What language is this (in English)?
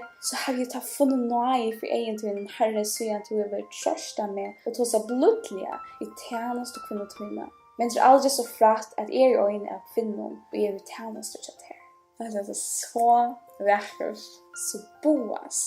Faroese